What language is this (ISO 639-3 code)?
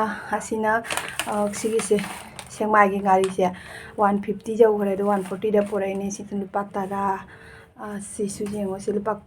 mni